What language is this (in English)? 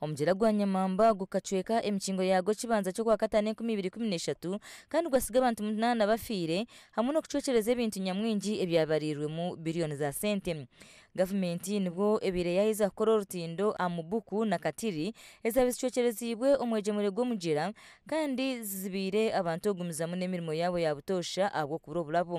Nyankole